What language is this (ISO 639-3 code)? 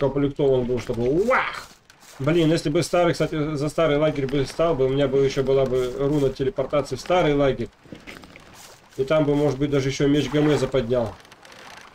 rus